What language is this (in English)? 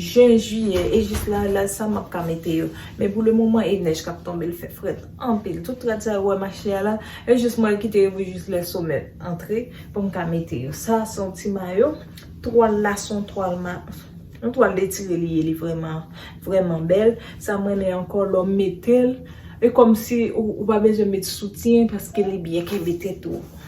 Haitian Creole